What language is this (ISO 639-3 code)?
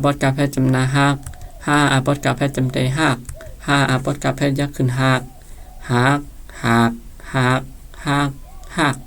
shn